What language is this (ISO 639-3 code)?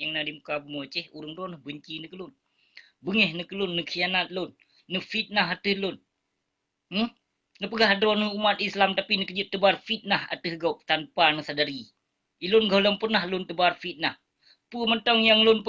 ace